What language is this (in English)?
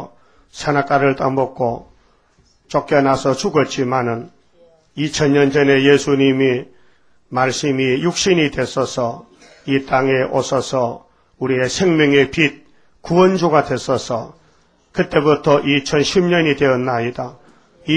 Korean